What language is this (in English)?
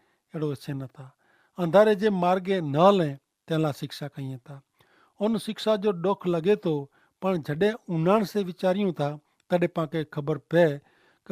Kachhi